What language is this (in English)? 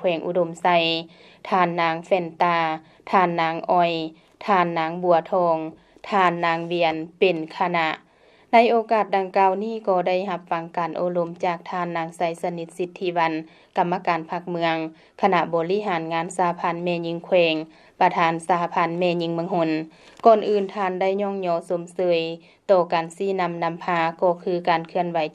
Lao